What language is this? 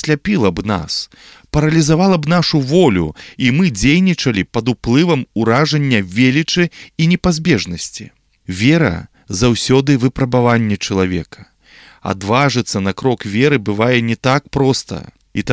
Belarusian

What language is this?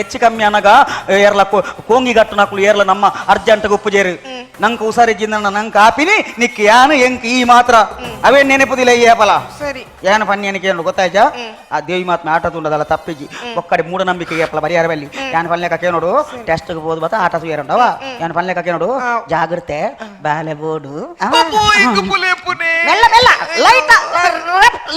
Tulu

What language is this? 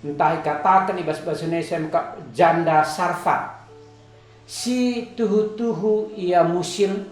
Batak Karo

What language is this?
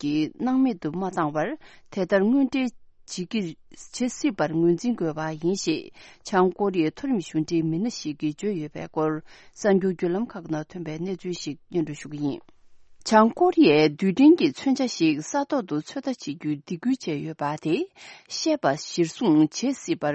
Tibetan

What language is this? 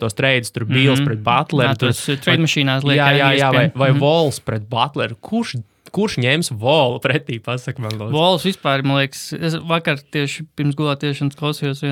Latvian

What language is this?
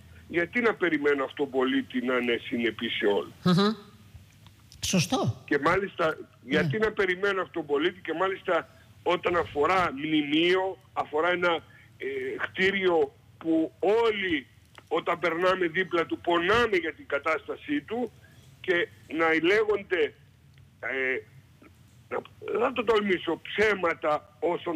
Greek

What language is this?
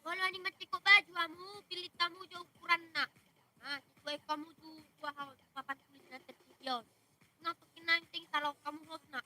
Batak Toba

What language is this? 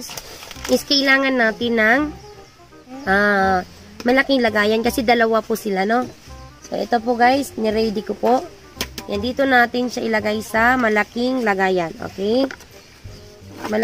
Filipino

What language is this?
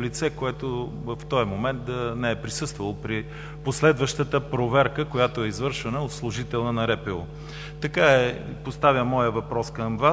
Bulgarian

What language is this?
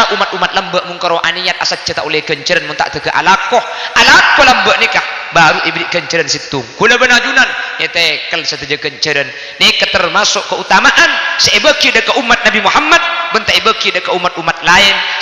Madurese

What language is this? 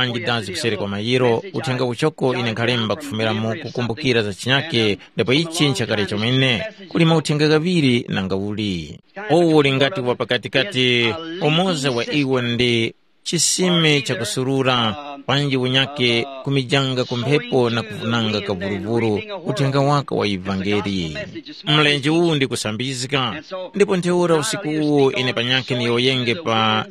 Tumbuka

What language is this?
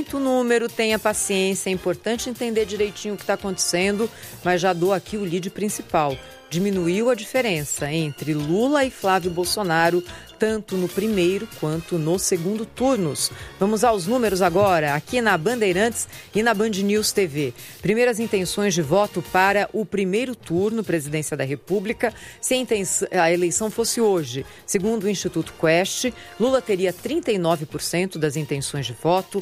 Portuguese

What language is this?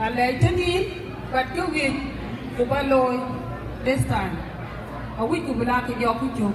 Dinka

